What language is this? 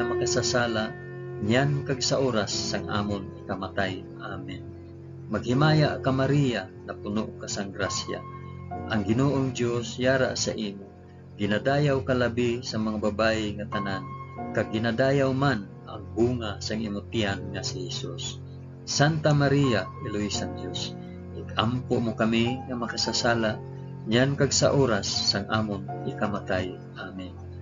Hiligaynon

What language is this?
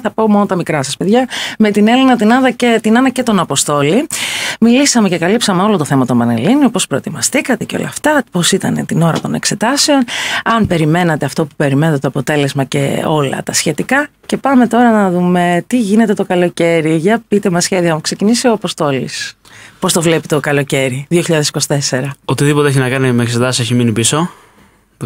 Greek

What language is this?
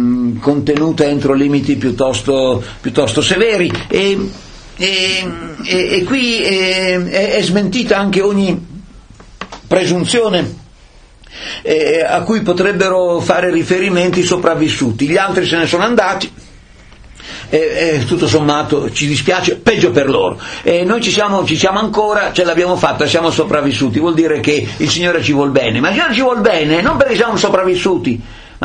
Italian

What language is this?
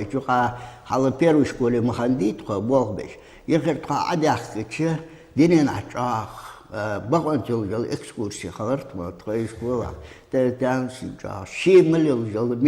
Ingush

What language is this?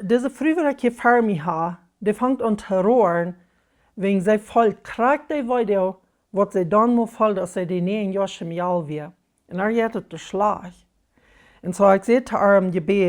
Plautdietsch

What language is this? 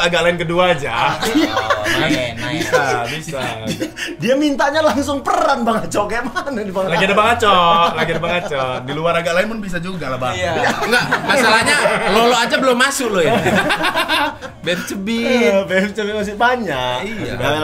Indonesian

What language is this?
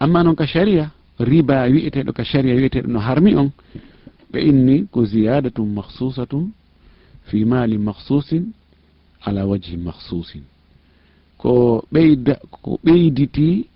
Fula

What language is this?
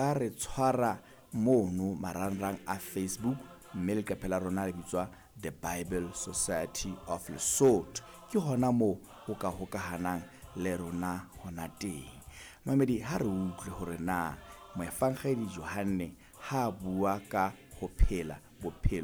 Southern Sotho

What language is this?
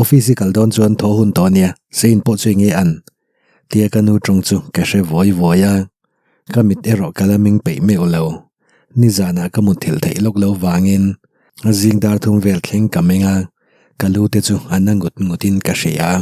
Mizo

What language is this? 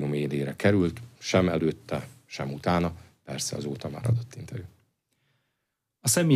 Hungarian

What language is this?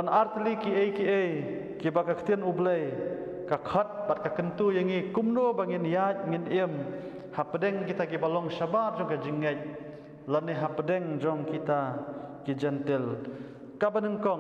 Khasi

